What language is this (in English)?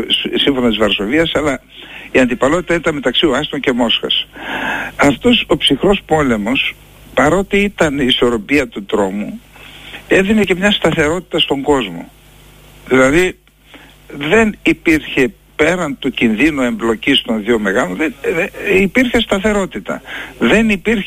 Greek